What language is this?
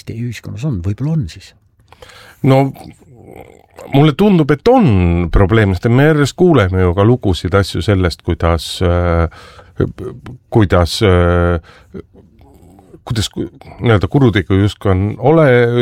Estonian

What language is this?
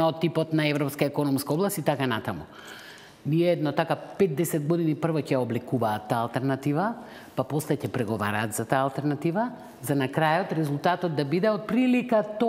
Macedonian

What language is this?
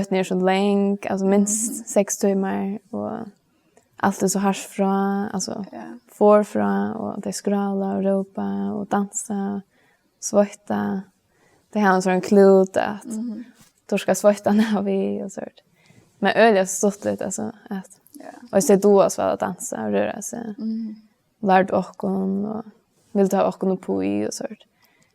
Faroese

